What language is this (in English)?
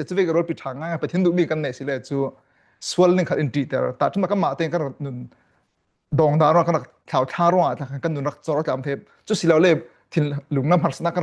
Falam Chin